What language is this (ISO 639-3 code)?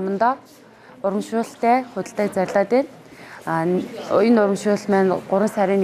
mon